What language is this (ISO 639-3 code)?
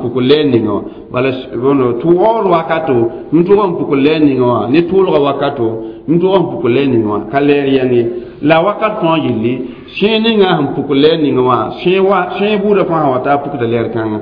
mos